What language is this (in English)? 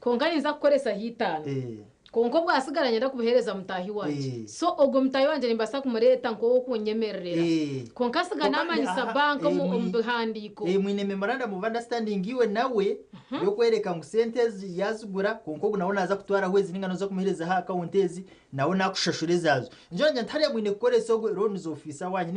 Nyankole